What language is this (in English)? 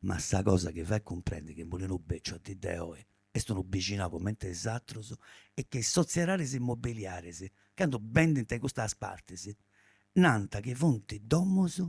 Sardinian